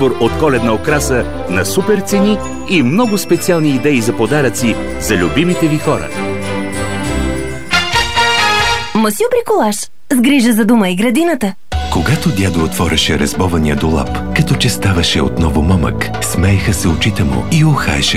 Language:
Bulgarian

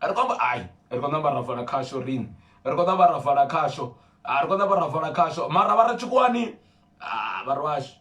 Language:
Venda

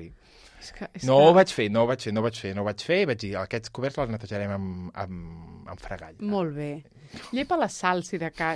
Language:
Catalan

